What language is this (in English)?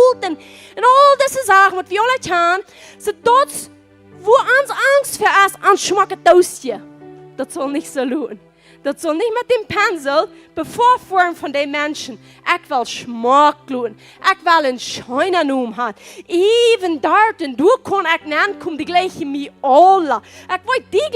Plautdietsch